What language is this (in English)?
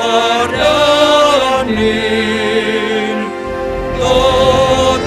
Batak Simalungun